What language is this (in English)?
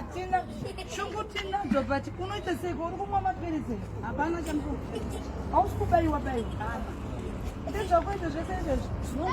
Shona